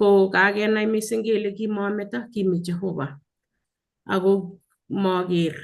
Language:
Kalenjin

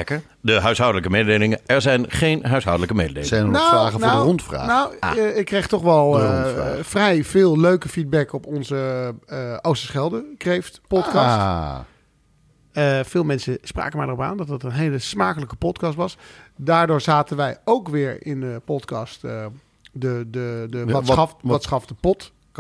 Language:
Dutch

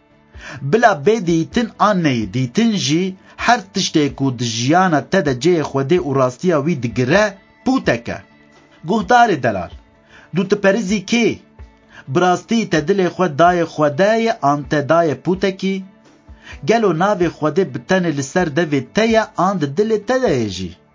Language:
Kurdish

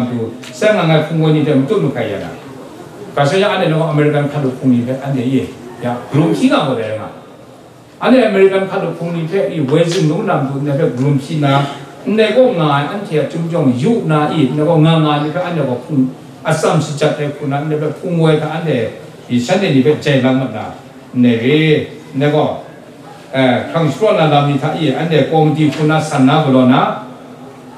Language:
Kachin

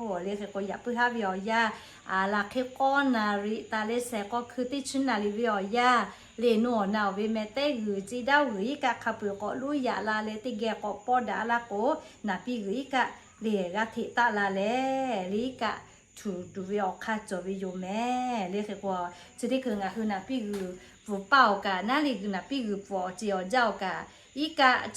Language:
Lahu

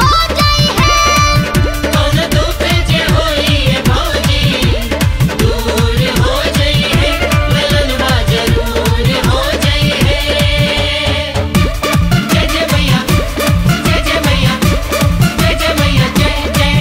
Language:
Bhojpuri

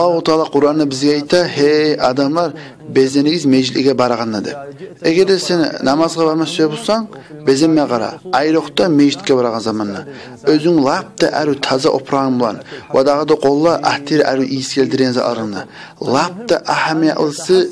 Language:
Kumyk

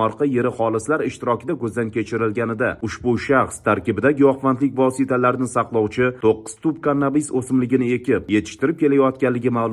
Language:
Uzbek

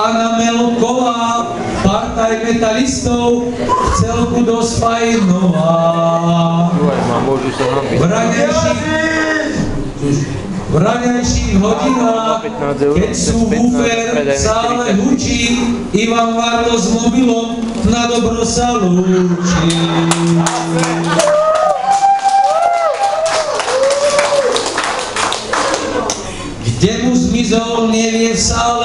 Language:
Slovak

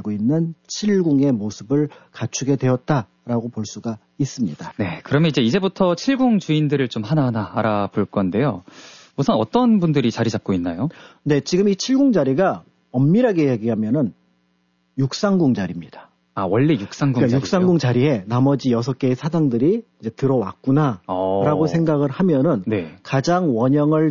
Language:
Korean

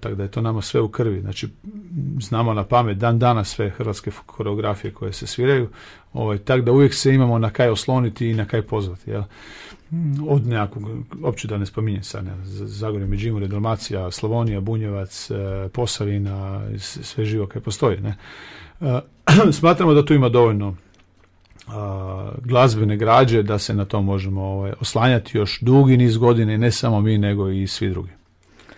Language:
Croatian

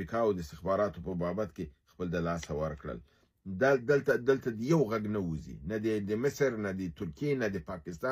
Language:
Pashto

